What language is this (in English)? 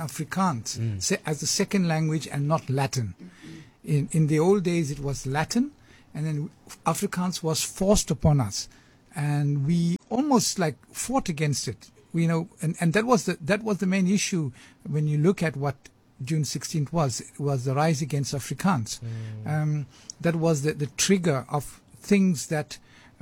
English